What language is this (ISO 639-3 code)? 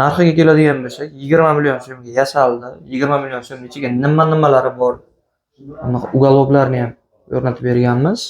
uzb